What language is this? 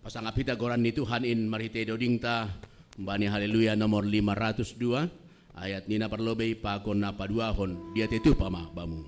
Batak Simalungun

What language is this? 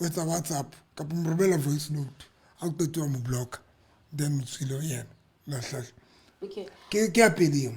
Southern Sotho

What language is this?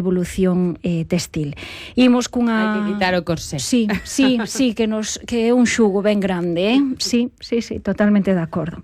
Galician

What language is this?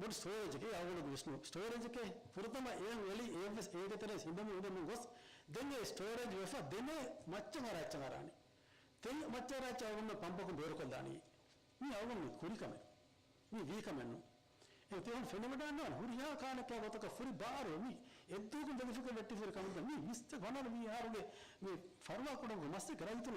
Divehi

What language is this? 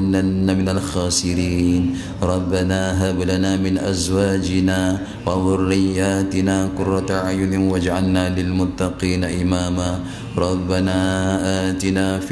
Malay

